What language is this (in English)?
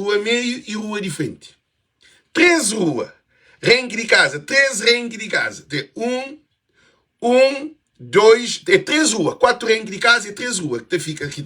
Kabuverdianu